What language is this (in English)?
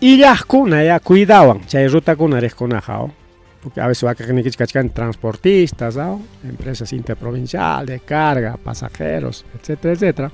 Ayacucho Quechua